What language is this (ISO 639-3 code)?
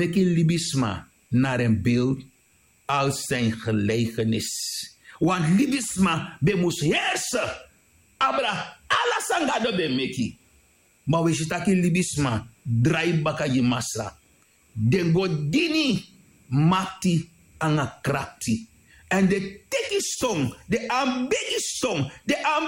srn